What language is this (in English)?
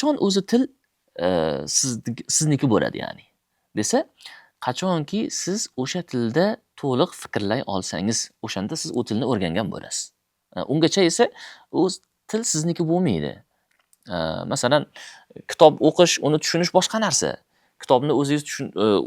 Uzbek